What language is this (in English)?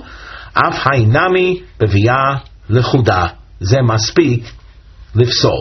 Hebrew